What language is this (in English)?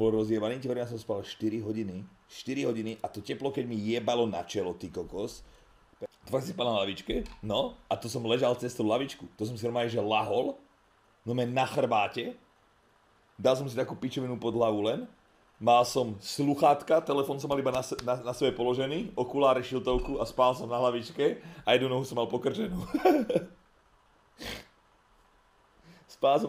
Slovak